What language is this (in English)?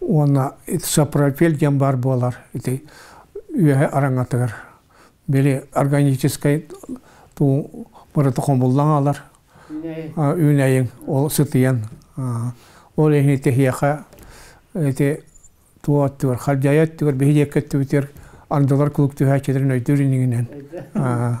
Yakut